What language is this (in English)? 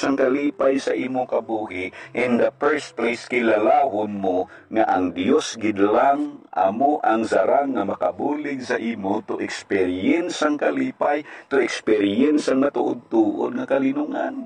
Hiligaynon